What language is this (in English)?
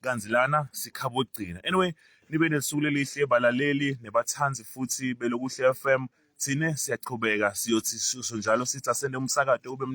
Zulu